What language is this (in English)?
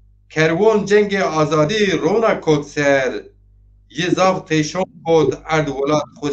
Zaza